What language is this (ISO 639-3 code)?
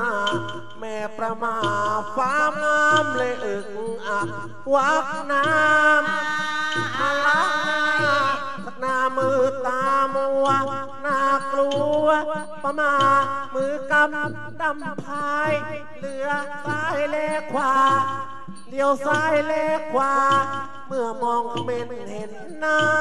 tha